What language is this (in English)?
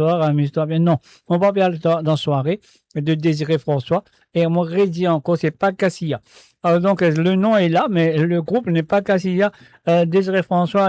Morisyen